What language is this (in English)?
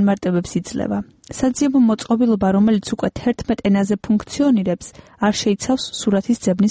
Georgian